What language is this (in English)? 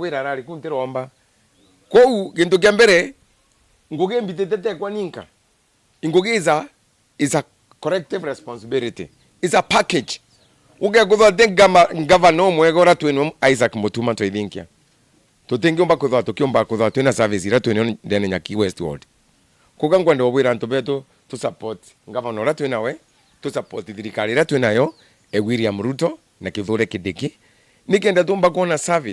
Meru